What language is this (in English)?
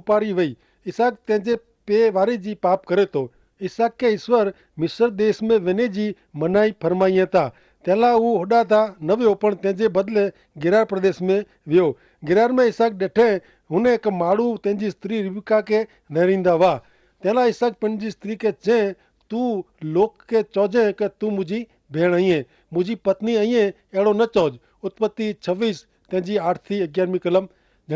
Kachhi